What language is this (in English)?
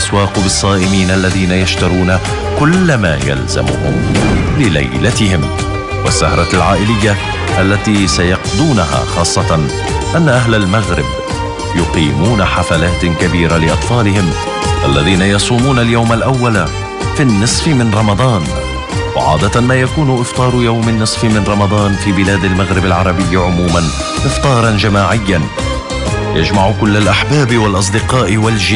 Arabic